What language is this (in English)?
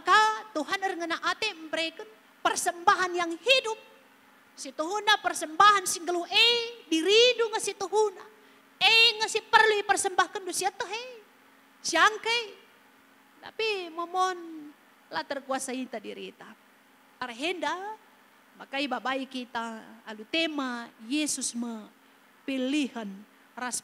Batak Karo